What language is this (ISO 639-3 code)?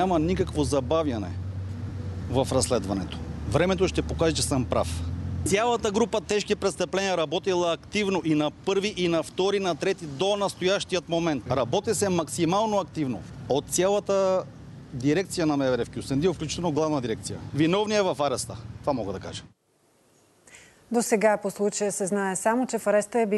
bul